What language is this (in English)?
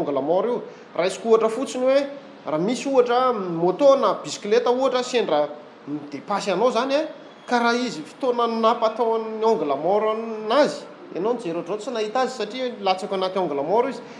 Malagasy